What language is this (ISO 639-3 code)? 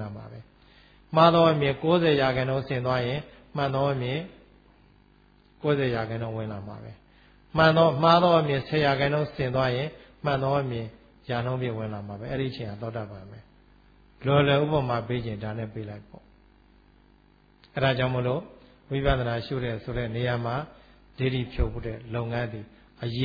mya